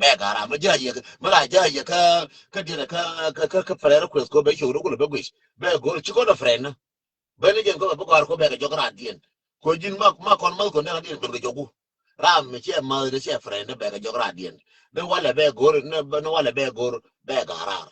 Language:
Nuer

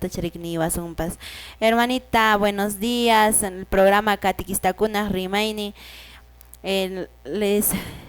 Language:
Quechua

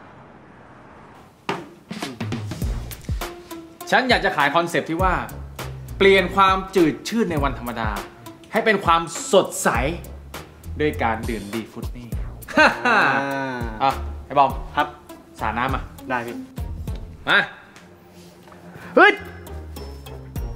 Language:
Thai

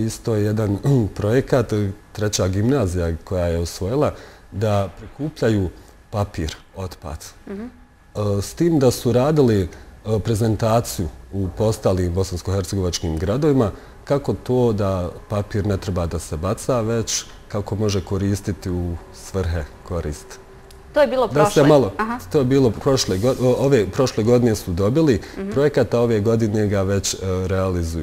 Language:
Bosnian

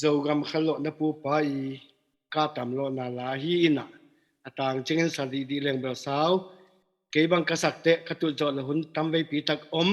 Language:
Tedim Chin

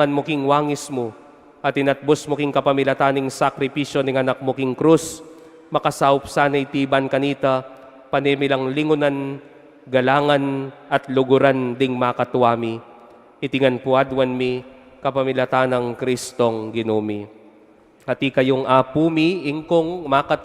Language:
Pampanga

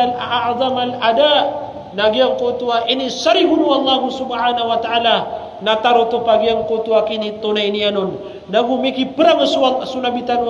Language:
Maranao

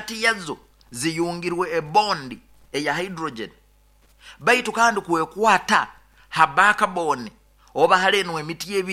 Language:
Nyoro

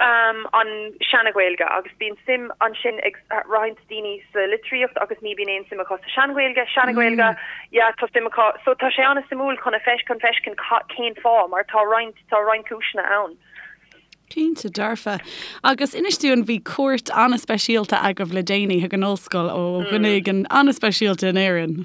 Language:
Irish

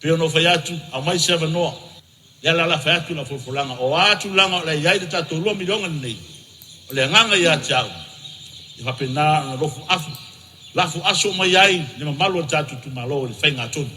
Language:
Samoan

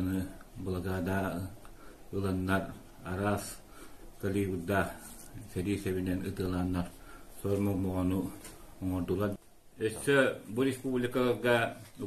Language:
Yakut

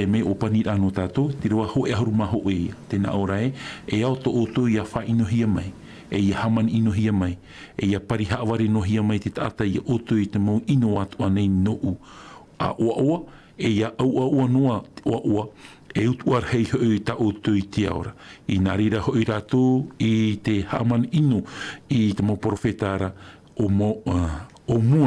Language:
Tahitian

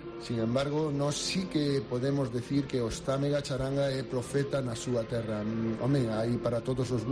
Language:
Galician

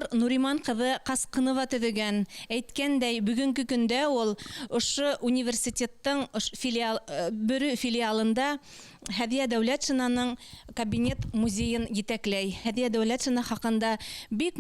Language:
Bashkir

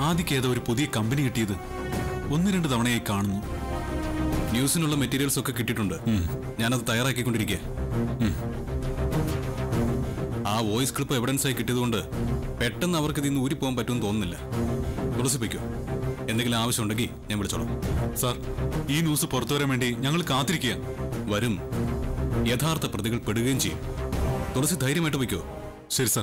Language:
Malayalam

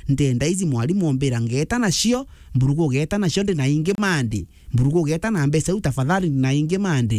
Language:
Meru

